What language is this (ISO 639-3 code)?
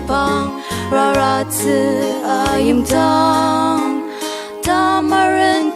njo